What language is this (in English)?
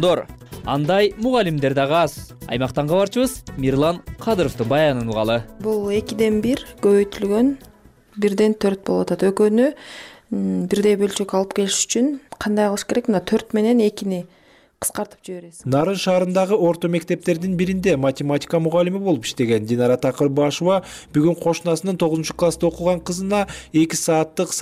Kyrgyz